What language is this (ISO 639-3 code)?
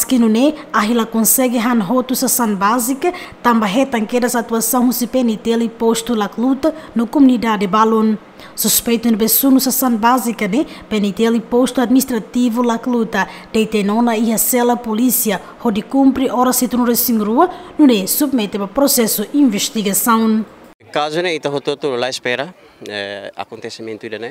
tet